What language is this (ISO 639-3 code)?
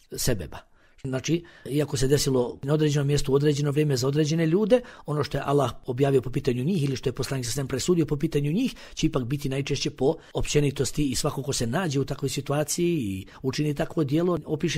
bos